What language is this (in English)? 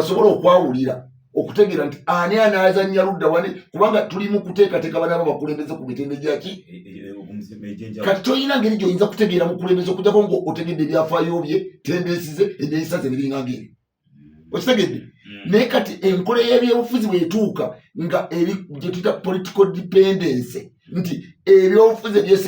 Ganda